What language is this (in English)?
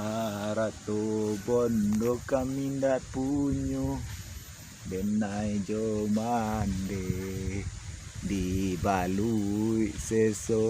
Minangkabau